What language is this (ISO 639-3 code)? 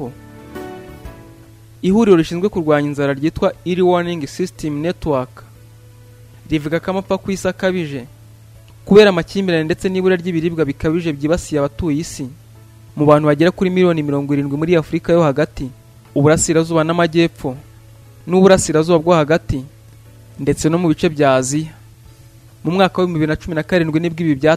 kin